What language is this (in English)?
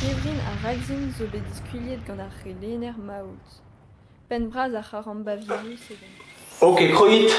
Breton